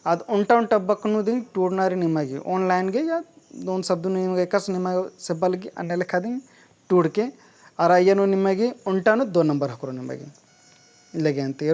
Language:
Kurukh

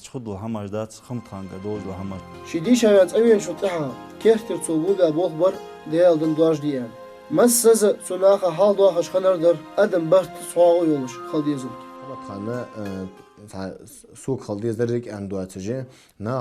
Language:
Ingush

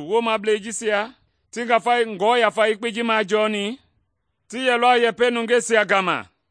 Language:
Mende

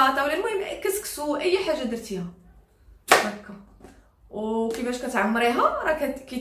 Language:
Moroccan Arabic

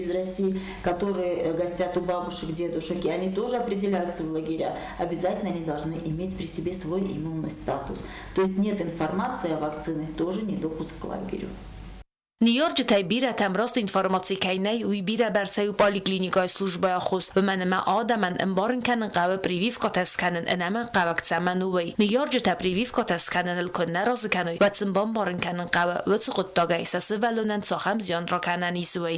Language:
Ossetic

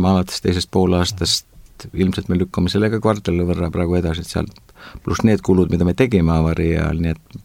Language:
Estonian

